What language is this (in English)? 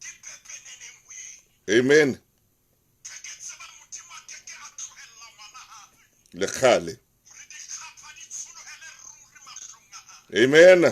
Southern Sotho